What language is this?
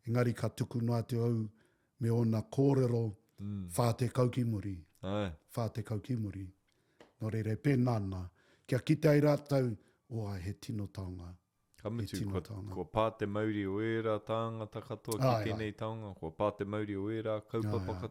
Māori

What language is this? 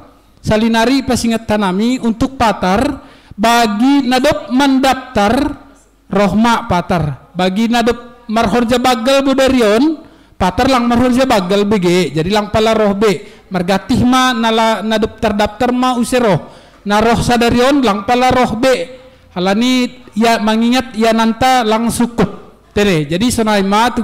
Batak Simalungun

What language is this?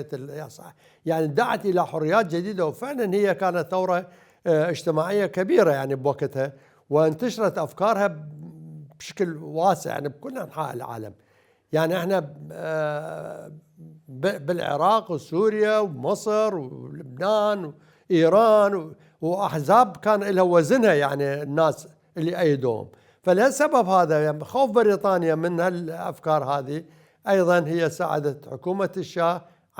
Mesopotamian Arabic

